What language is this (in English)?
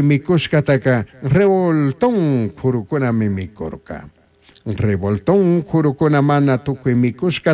Chimborazo Highland Quichua